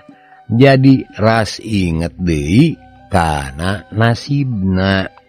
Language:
Sundanese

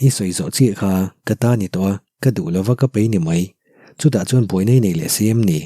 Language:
Mizo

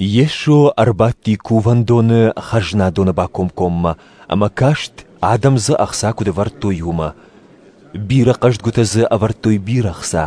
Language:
Ossetic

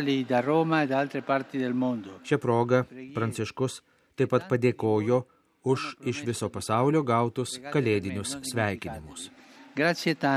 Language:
Lithuanian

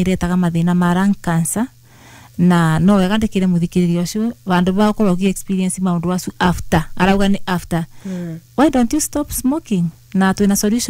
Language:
Kikuyu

